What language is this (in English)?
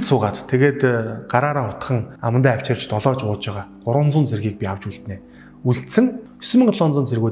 Mongolian